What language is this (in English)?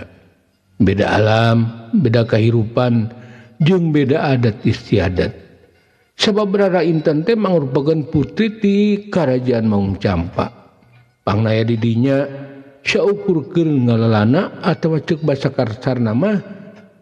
Sundanese